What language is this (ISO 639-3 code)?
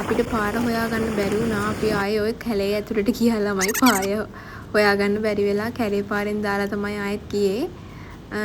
sin